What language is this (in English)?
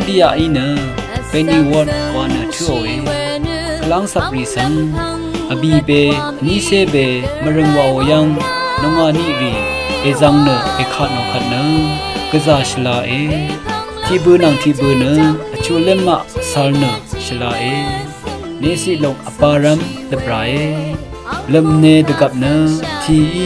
Rawang